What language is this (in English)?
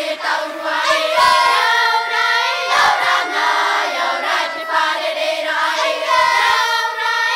Tahitian